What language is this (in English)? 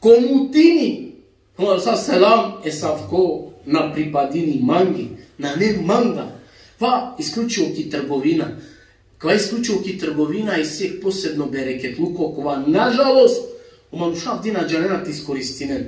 Balkan Romani